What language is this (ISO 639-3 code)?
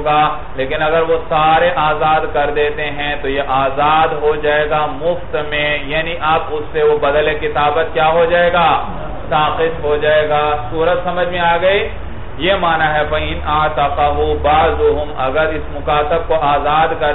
urd